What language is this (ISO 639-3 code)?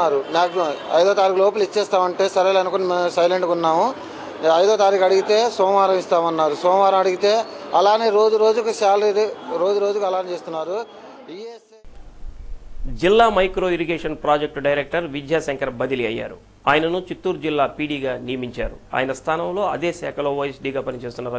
tel